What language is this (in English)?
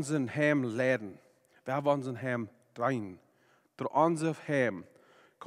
Plautdietsch